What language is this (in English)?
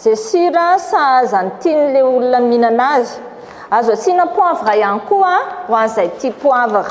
Malagasy